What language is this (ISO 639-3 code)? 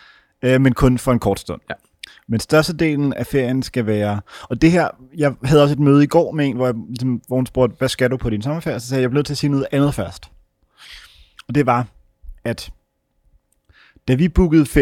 dan